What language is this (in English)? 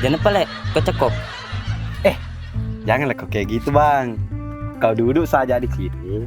Buginese